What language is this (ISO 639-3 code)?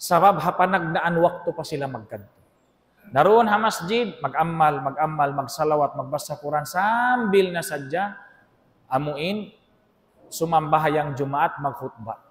tsg